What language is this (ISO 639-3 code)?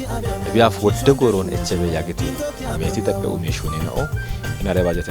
kbr